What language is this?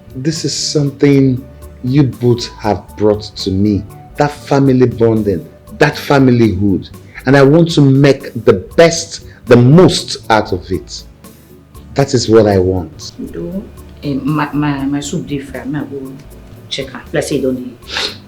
Nigerian Pidgin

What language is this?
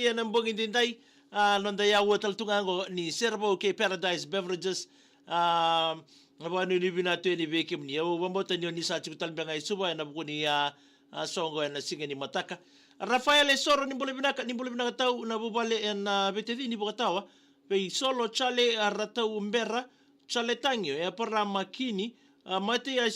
Fijian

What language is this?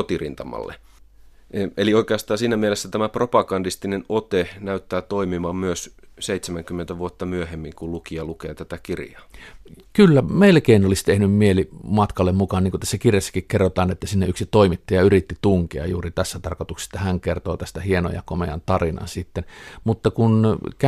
Finnish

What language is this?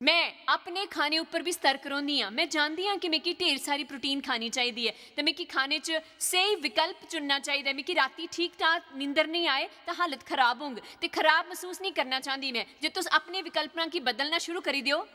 Dogri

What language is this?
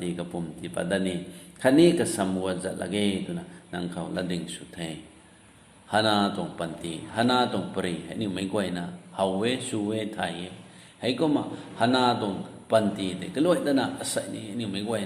Rongmei Naga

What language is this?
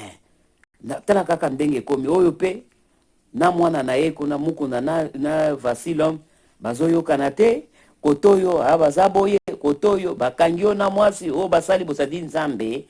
Lingala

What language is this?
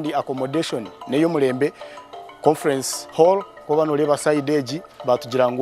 Nyankole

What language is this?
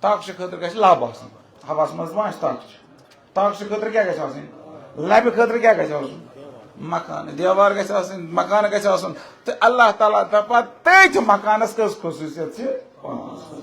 Kashmiri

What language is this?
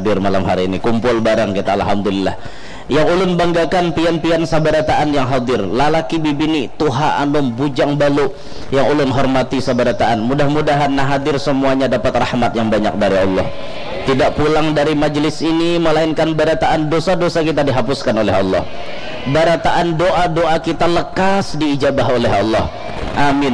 Banjar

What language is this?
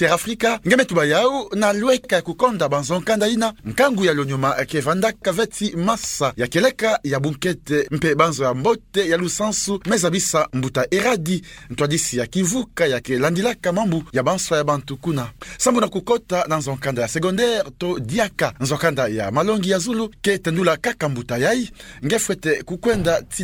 Kituba (Democratic Republic of Congo)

